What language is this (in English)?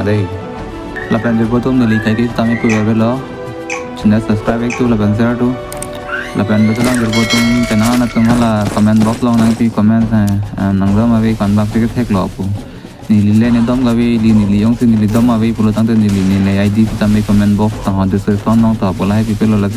Karbi